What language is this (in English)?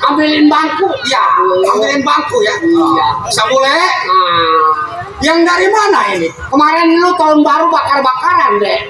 Betawi